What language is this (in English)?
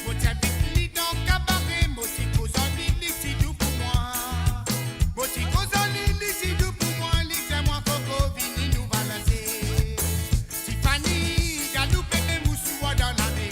Morisyen